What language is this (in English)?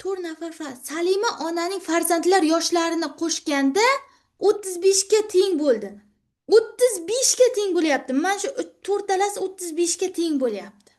Uzbek